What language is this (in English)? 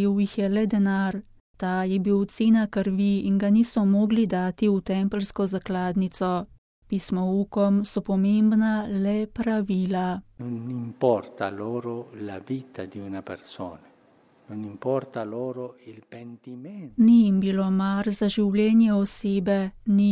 Slovenian